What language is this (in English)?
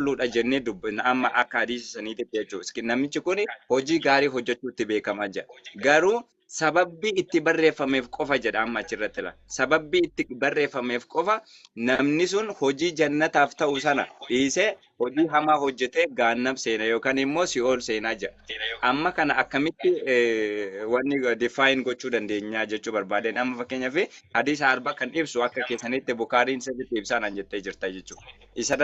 Oromo